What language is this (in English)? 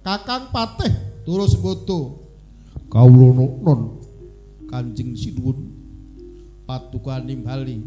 Javanese